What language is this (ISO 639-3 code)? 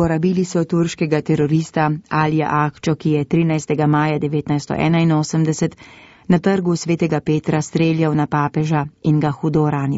slv